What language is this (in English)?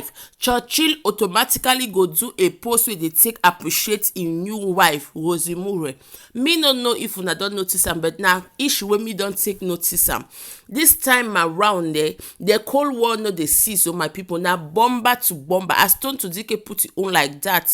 Nigerian Pidgin